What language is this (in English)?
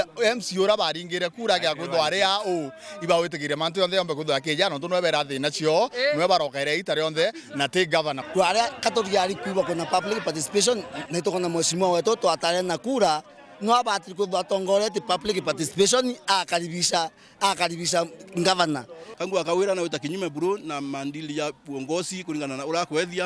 Meru